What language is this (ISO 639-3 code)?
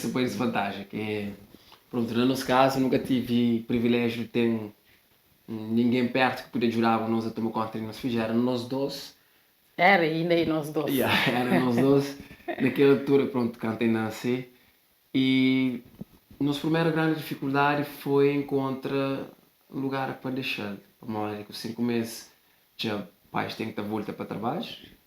kea